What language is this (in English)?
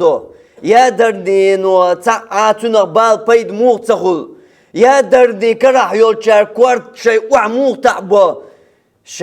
Chechen